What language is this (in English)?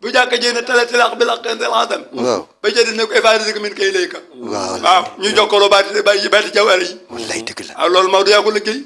Wolof